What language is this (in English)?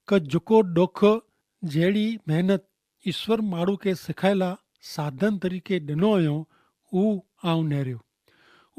Kachhi